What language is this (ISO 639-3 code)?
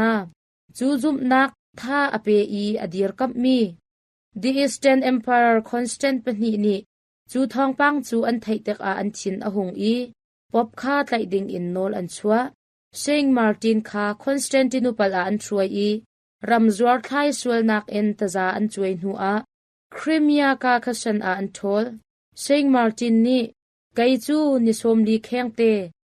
cnh